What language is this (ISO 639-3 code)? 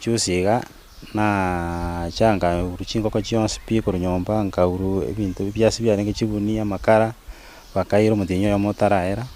guz